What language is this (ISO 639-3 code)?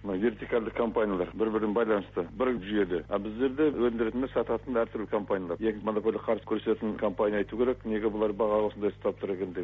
kaz